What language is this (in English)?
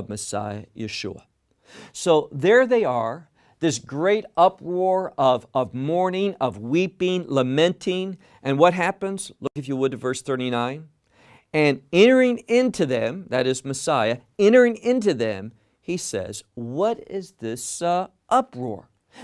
English